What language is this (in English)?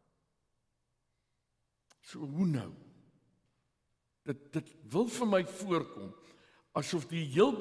Afrikaans